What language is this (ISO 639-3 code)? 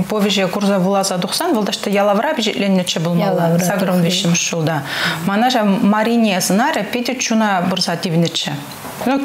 chv